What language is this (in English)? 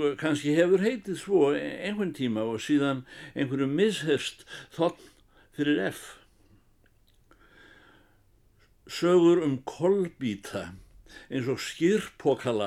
Icelandic